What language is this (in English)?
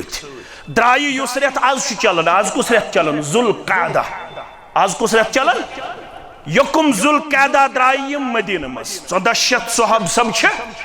Kashmiri